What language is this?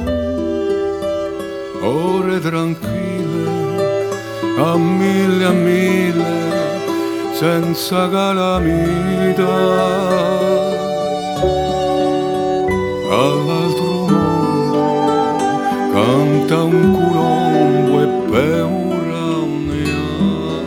Italian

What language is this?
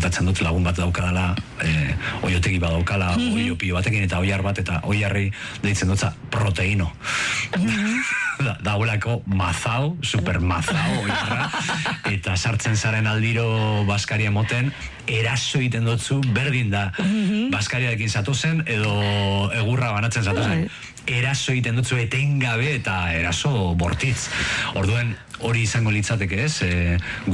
Basque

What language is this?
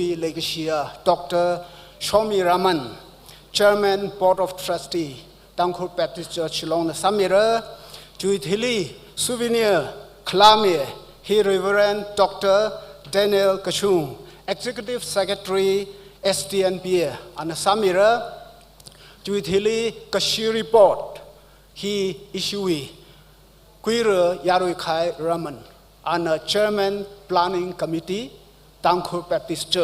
Tangkhul Naga (India)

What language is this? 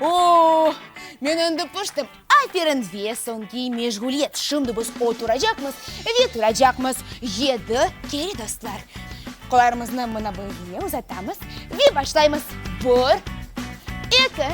Crimean Tatar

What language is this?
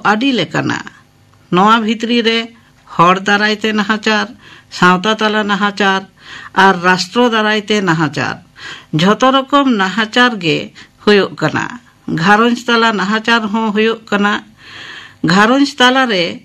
Santali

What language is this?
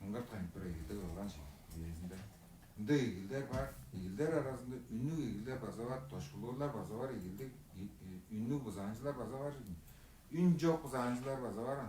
Tuvinian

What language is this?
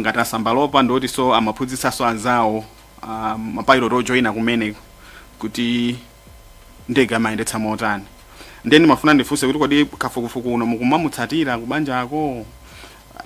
Nyanja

